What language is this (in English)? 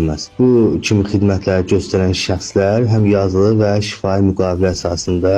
Azerbaijani